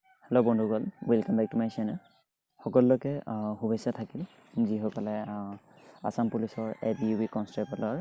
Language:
Assamese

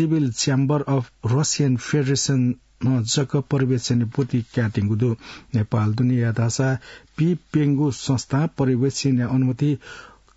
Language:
Newari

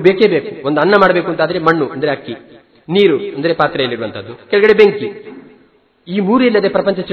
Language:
Kannada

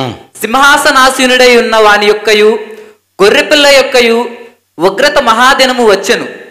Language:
Telugu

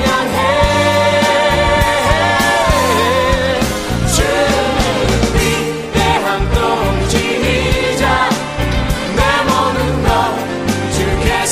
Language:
Korean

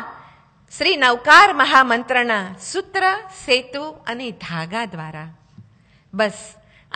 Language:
Gujarati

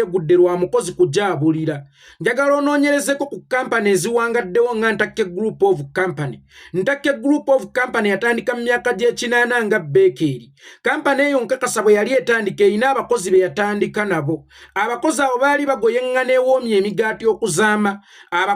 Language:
Ganda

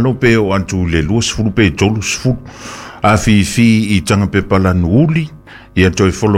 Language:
Samoan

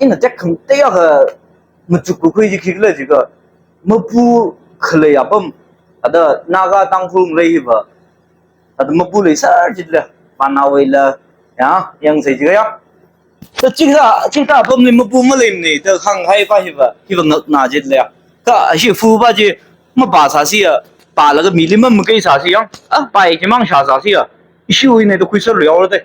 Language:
Tangkhul Naga (India)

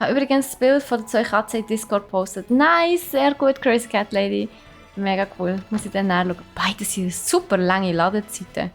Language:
Swiss German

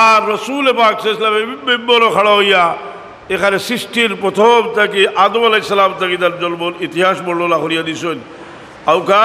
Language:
Sylheti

